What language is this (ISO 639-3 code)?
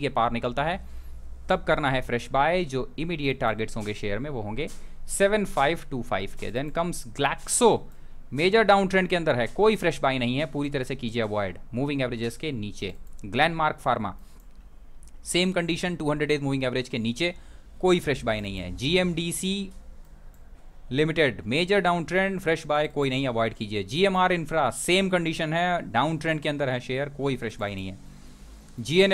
hin